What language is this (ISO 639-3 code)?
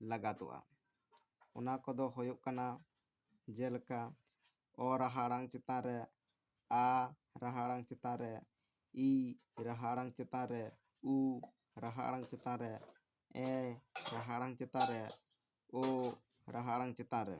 sat